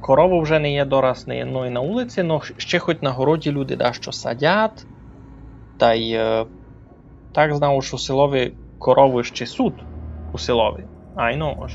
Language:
Rusyn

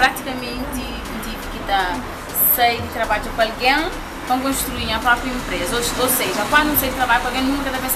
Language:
Kabuverdianu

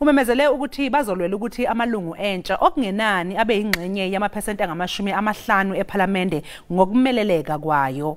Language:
Zulu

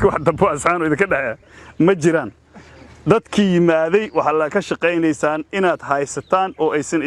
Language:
Somali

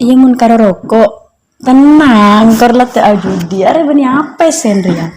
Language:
Madurese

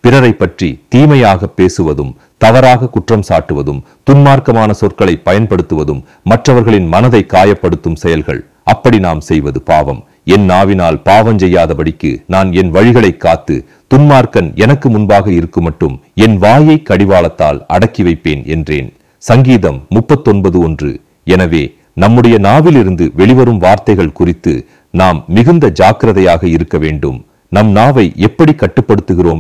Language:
Tamil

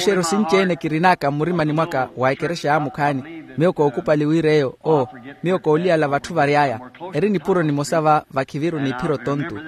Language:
Makhuwa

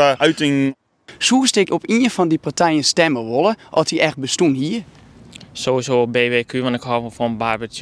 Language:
Western Frisian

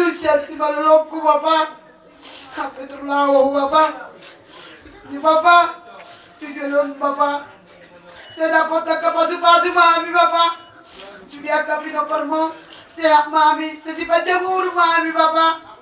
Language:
Batak Toba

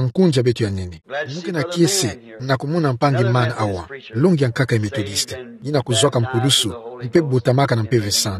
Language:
Kituba (Democratic Republic of Congo)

